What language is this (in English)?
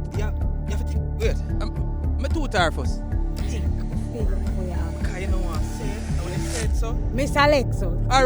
Jamaican Creole English